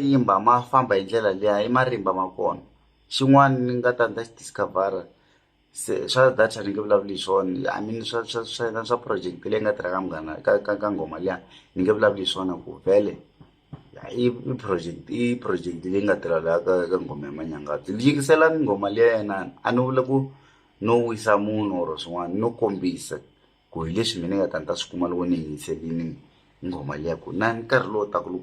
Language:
Tsonga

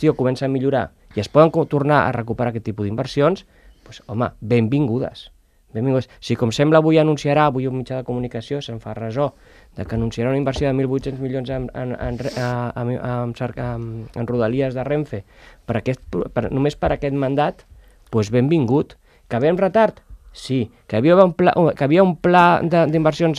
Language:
Catalan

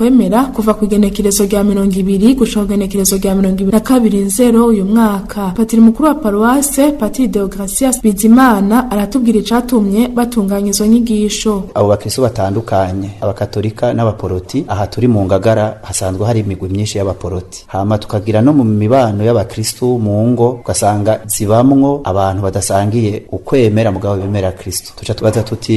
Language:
Rundi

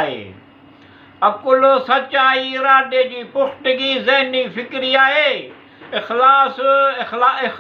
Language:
Sindhi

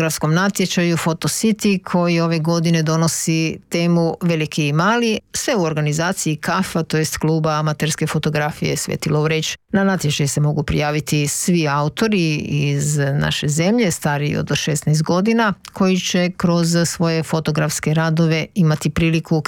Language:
Croatian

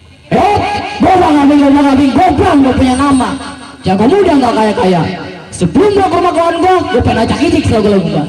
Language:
Betawi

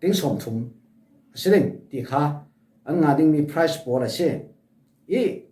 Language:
Falam Chin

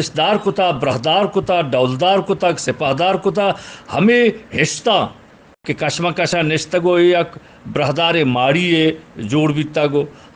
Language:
Eastern Balochi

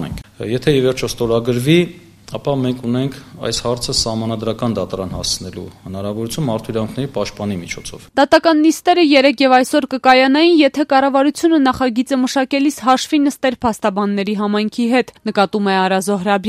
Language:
Armenian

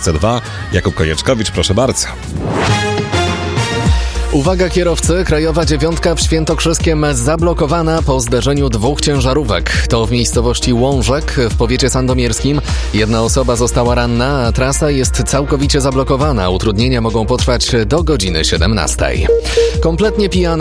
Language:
Polish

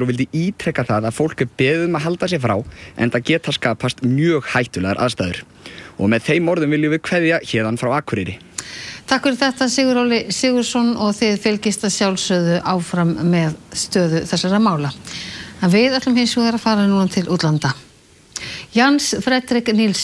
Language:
Icelandic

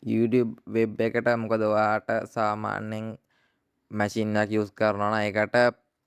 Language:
Sinhala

